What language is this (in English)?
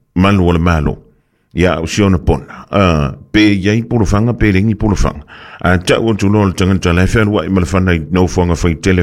Samoan